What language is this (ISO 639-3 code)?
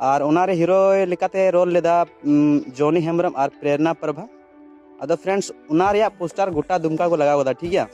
sat